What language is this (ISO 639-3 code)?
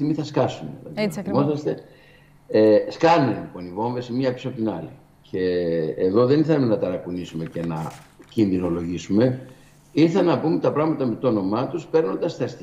ell